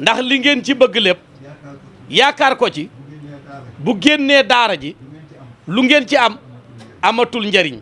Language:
Wolof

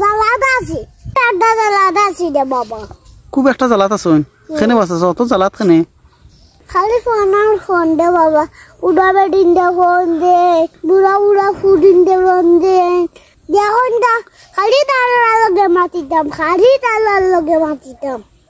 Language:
Sylheti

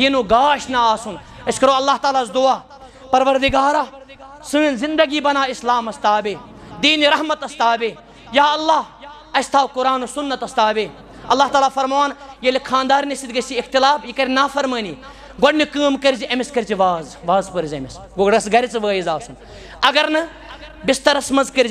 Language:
Kashmiri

